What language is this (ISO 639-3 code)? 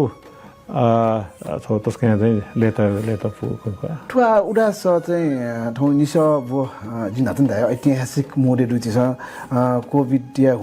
new